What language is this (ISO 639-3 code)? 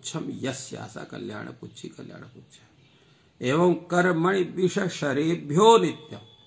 san